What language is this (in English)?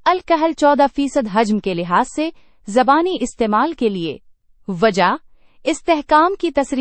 Urdu